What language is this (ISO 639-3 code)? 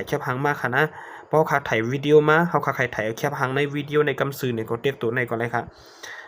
shn